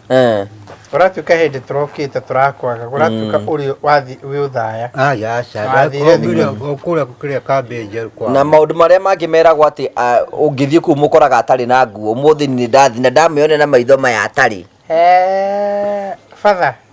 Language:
Kikuyu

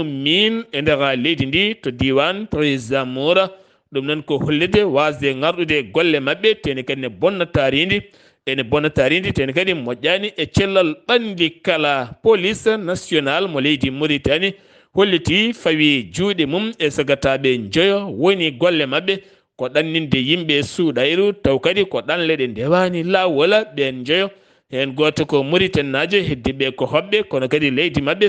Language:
Fula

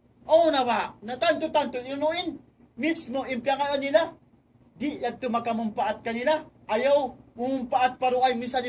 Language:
Tausug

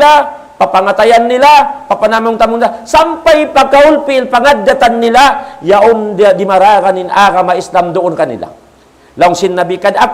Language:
Tausug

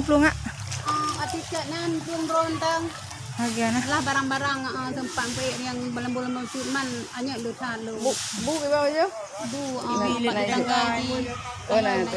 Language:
Achinese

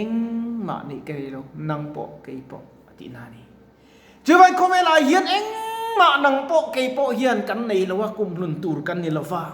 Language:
Mizo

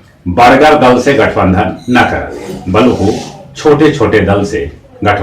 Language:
Magahi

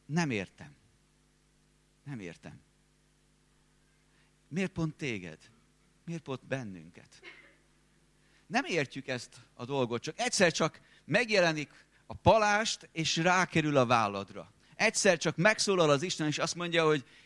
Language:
Hungarian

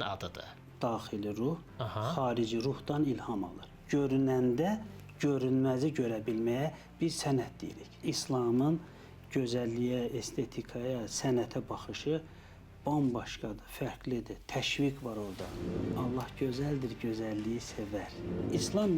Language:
Azerbaijani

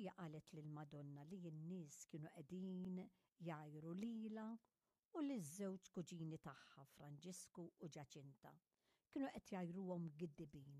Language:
Maltese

